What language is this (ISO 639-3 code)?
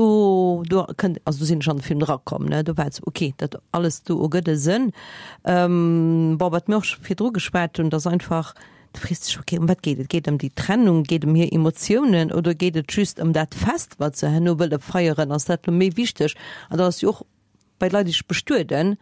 ltz